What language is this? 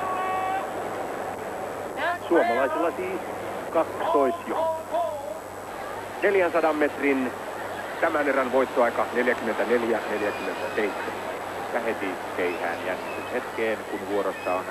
Finnish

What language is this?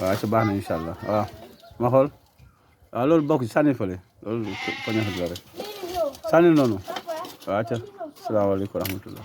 Wolof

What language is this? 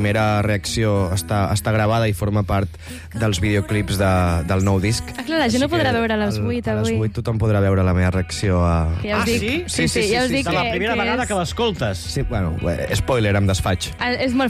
Catalan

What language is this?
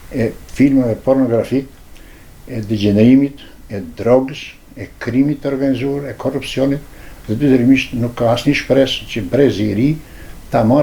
Albanian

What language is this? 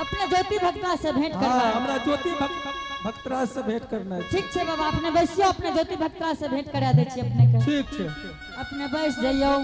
Angika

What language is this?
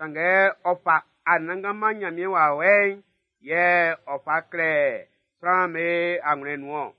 Baoulé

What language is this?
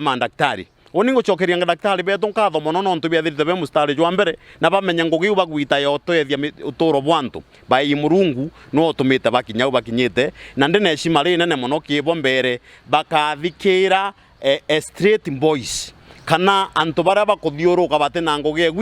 Meru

